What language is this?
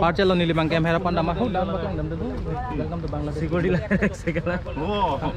Karbi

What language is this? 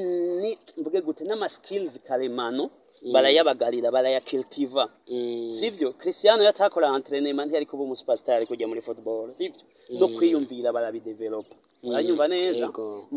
Rundi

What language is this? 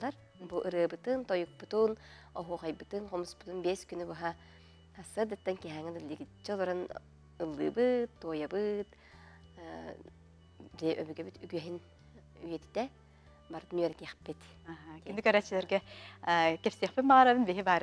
Yakut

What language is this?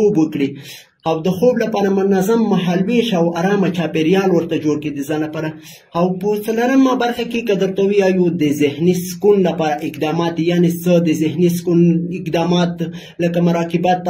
Pashto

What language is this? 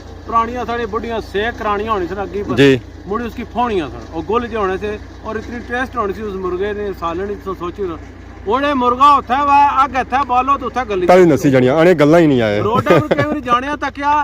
Pahari-Potwari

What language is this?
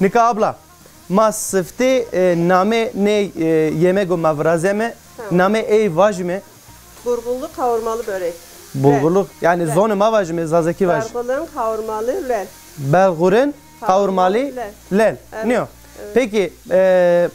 Zaza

